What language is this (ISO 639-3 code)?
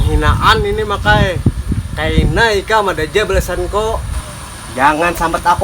bjn